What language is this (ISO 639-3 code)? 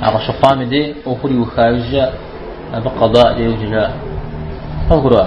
kbd